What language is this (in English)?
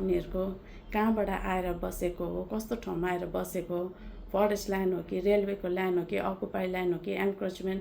Nepali